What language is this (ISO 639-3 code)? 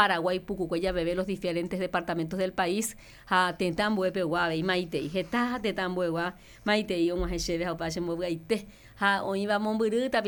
grn